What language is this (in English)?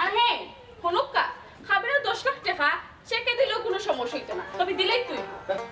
Sylheti